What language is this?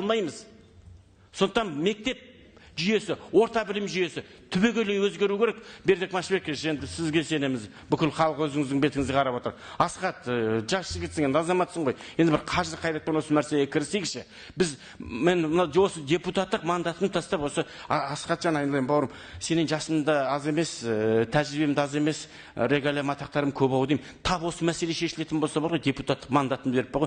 Kazakh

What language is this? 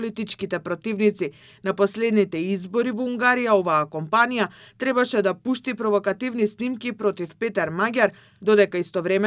Macedonian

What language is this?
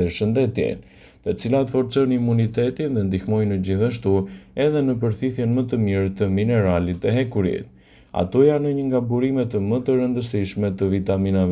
Albanian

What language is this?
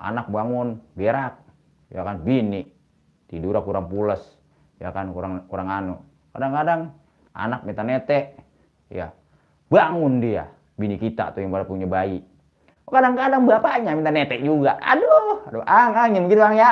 Betawi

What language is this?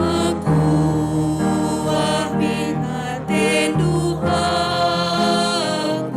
Batak Karo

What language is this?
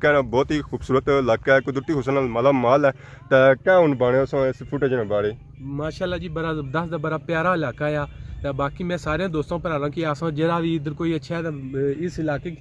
Pahari-Potwari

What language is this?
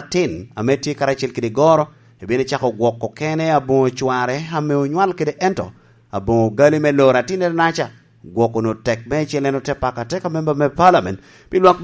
Lango (Uganda)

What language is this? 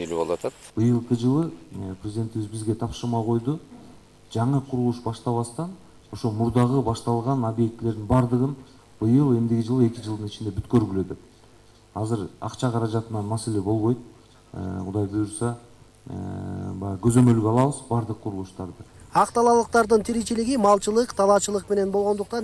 Kyrgyz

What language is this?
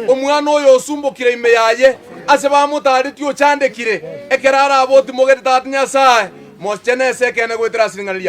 Gusii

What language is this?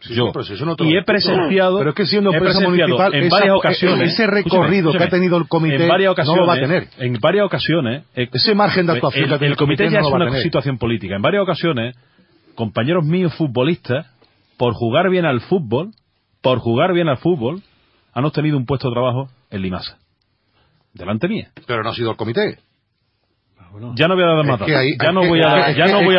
Spanish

